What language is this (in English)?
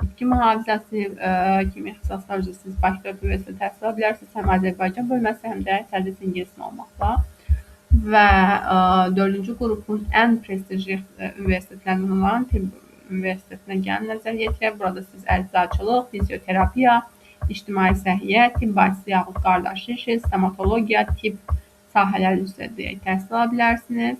Azerbaijani